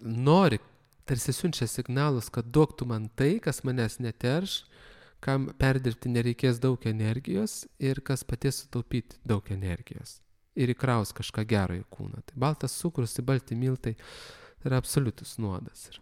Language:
Lithuanian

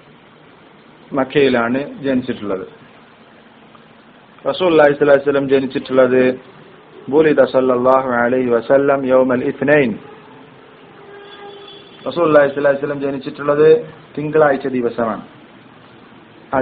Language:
Malayalam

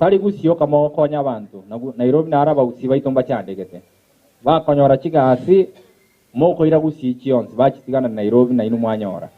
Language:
Gusii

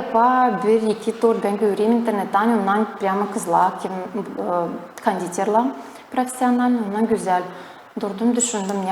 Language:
Gagauz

